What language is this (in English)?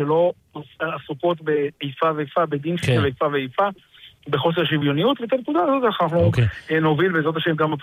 Hebrew